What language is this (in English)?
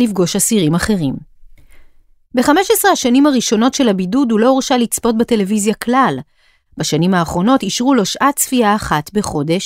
Hebrew